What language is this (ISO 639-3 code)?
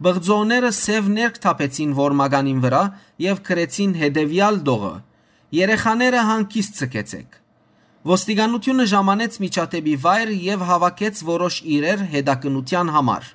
hyw